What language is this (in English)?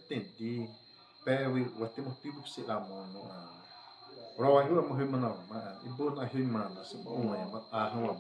Xavánte